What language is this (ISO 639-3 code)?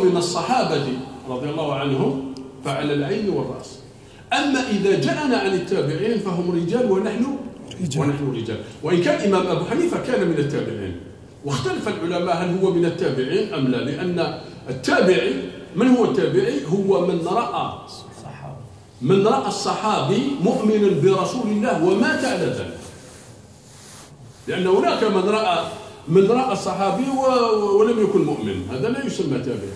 ara